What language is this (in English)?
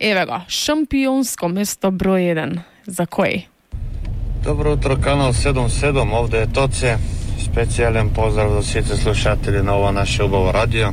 Macedonian